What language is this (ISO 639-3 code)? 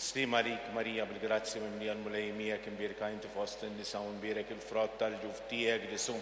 mlt